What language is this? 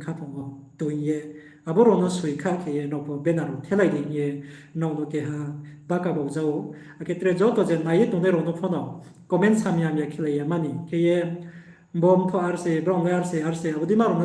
Riang (India)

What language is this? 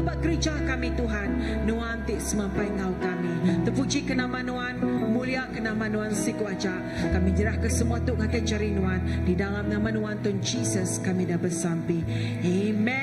Iban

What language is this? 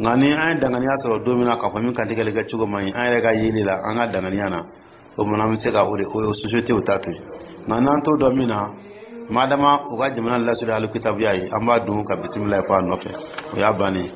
Dyula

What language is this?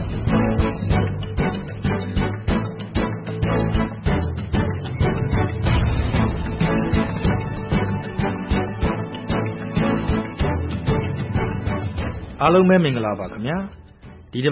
Burmese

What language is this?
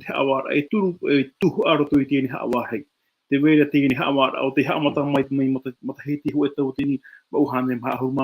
Tahitian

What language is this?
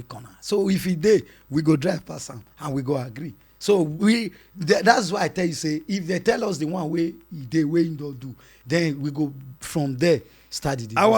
Nigerian Pidgin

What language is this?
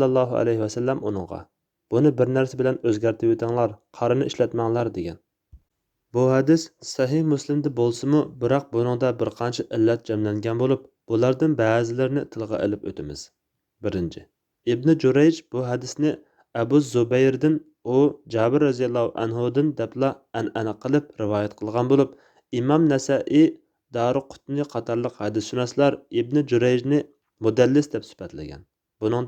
Uyghur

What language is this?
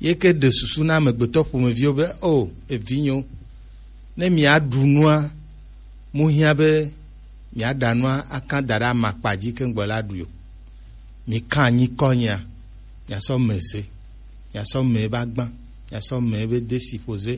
Gen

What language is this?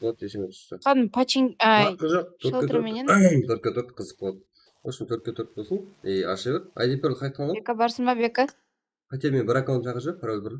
Kara-Kalpak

